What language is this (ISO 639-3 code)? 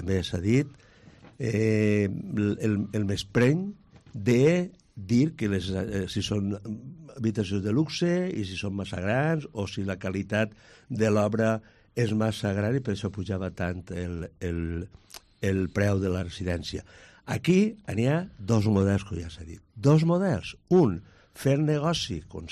cat